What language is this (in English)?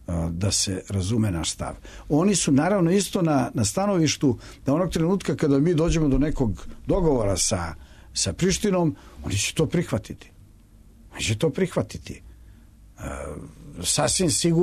Serbian